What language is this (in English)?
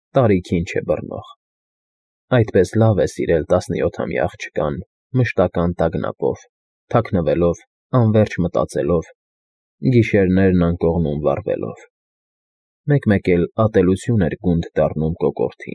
Armenian